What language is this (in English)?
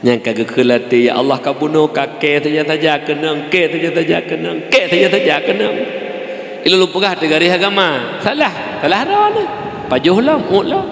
Achinese